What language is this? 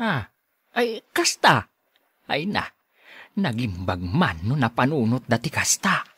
Iloko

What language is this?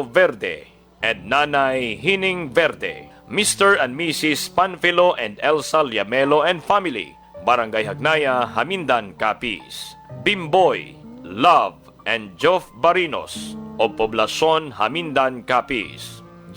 Hiligaynon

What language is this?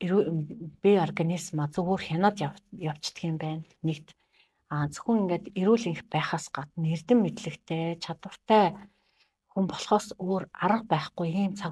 Mongolian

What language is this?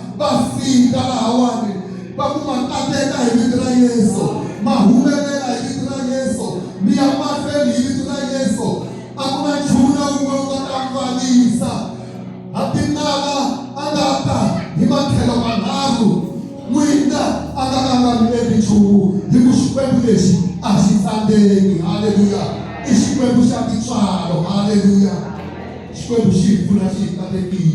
Tsonga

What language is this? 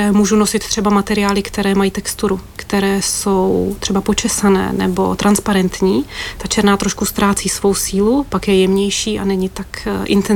Czech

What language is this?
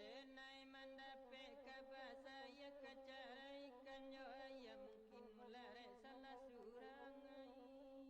Minangkabau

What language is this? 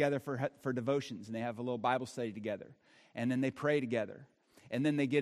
English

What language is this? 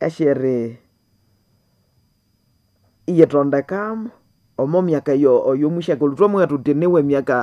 Nande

